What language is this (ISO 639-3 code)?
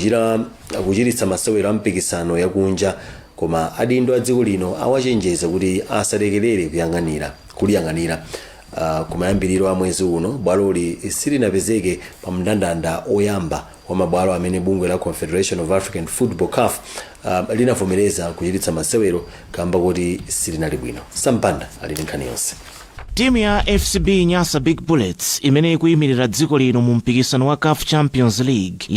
nya